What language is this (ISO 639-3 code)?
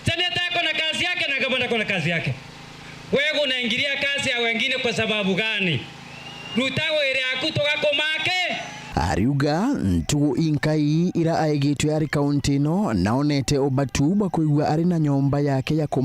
mer